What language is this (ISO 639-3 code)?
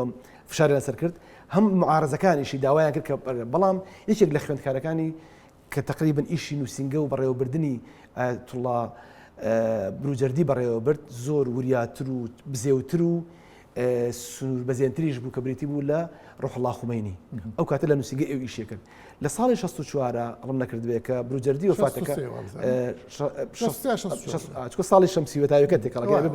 ckb